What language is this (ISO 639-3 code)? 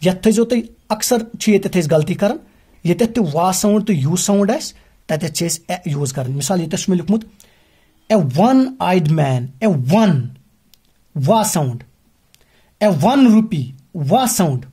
kas